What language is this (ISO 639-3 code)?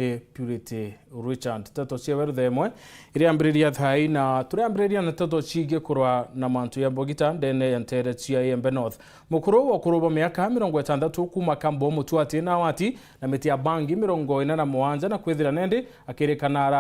mer